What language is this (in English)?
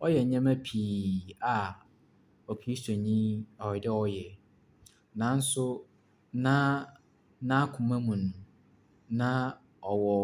Akan